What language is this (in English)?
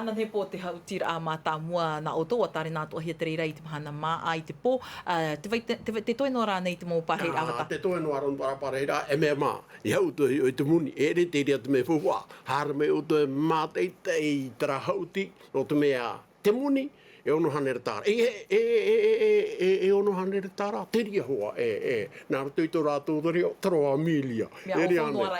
Tahitian